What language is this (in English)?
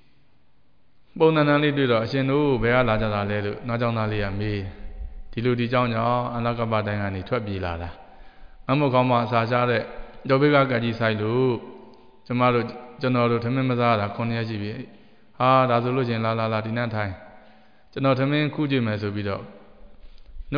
Burmese